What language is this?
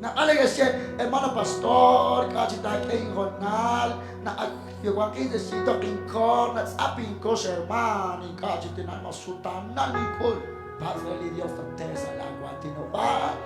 Kekchí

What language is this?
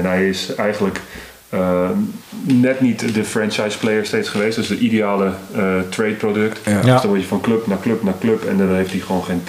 Dutch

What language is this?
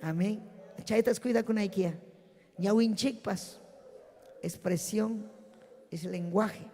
Ayacucho Quechua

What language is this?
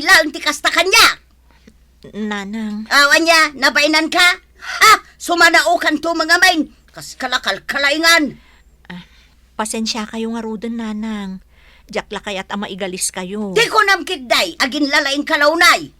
Iloko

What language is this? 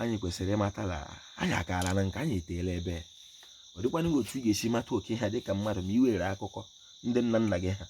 Igbo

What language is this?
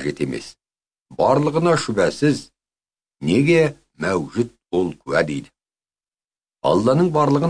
Kazakh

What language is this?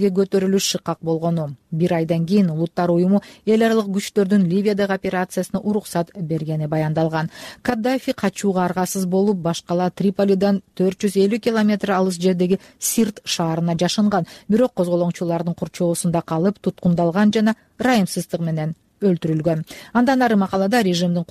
Kyrgyz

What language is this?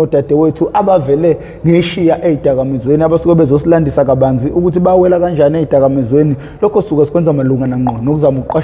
Zulu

